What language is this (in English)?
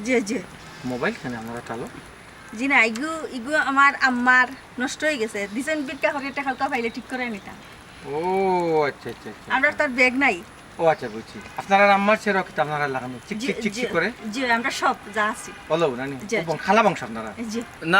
Sylheti